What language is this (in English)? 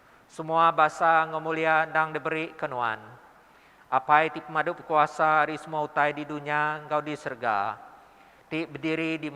Iban